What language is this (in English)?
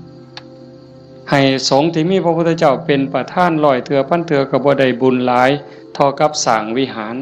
Northeastern Thai